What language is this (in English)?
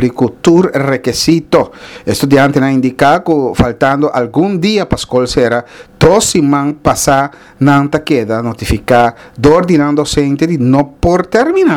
Papiamento